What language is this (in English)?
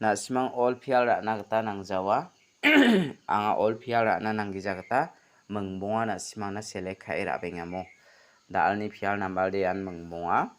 Garo